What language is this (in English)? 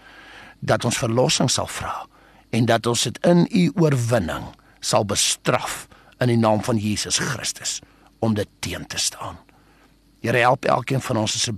Afrikaans